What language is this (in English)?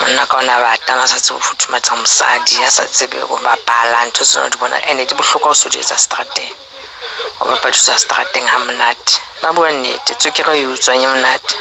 Southern Sotho